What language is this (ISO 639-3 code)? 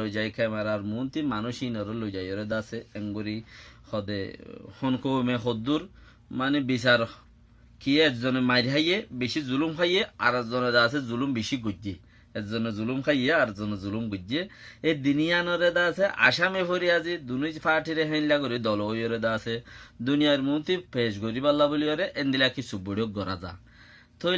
rhg